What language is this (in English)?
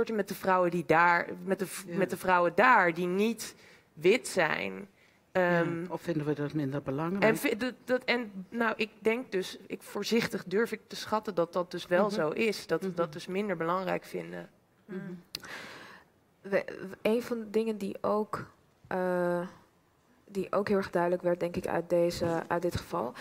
Dutch